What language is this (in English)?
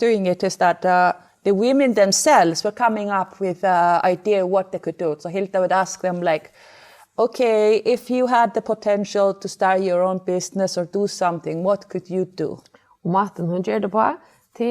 Faroese